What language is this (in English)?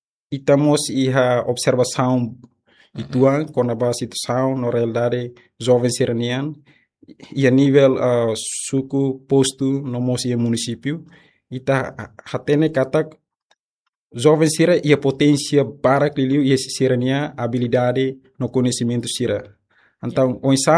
Tetum